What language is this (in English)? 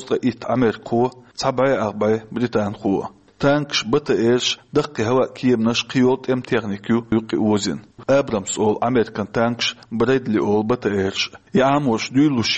Chechen